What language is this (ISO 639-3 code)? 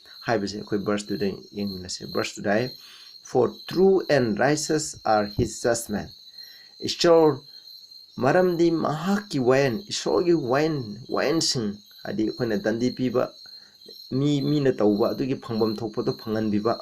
mni